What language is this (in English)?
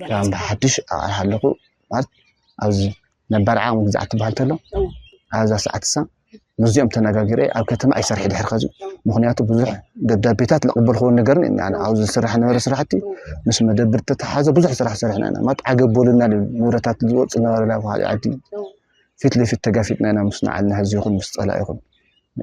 Tigrinya